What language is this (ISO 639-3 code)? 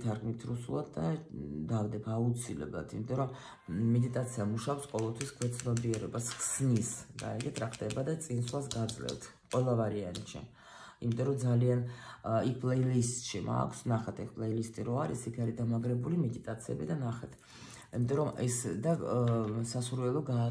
kat